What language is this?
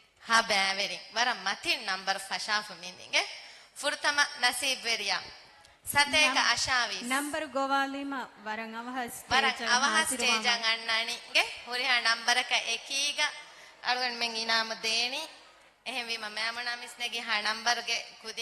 Divehi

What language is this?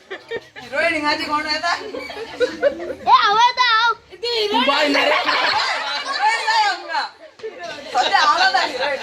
Konkani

